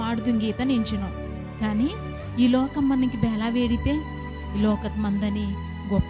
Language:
Koya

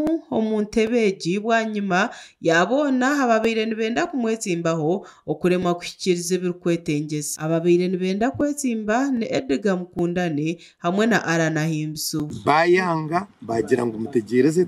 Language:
Nyankole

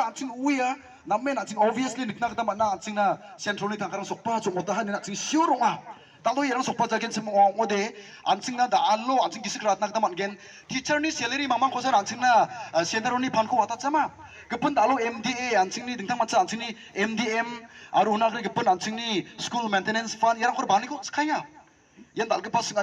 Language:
Garo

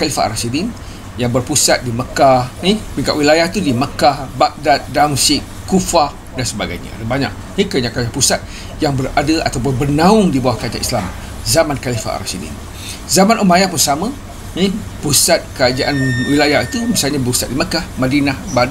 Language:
Malay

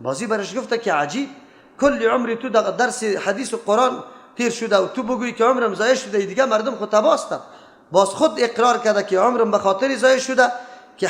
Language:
Persian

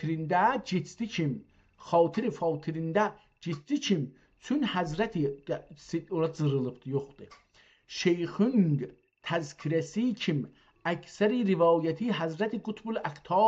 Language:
South Azerbaijani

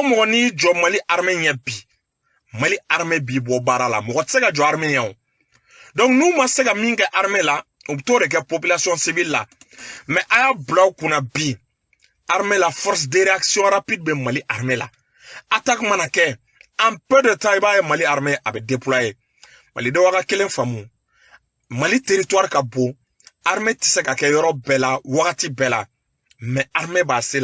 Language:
Bambara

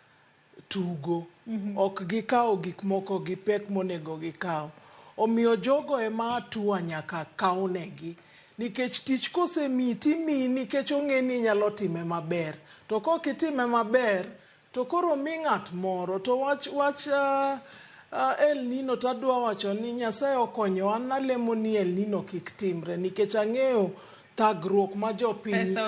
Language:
Luo (Kenya and Tanzania)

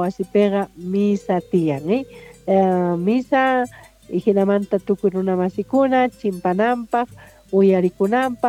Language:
Quechua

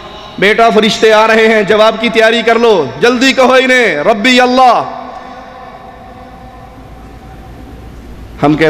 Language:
Urdu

